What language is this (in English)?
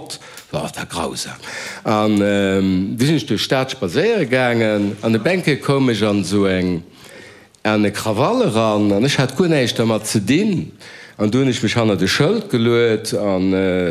Luxembourgish